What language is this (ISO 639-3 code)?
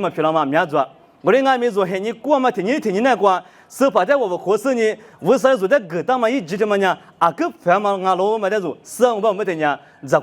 lis